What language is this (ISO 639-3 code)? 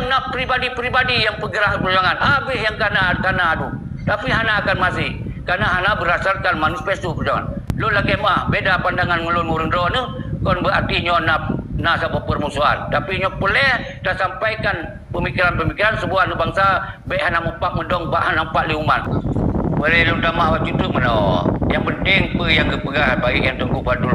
ace